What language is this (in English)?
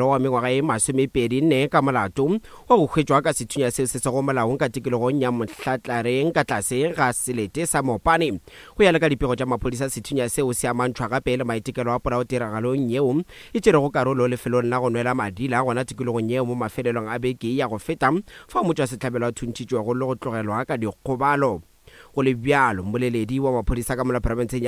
Northern Sotho